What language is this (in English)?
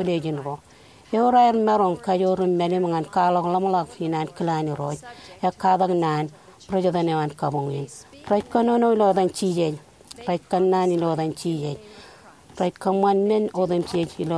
Marshallese